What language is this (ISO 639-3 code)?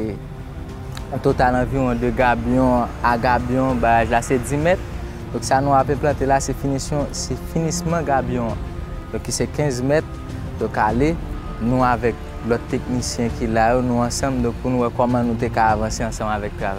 hat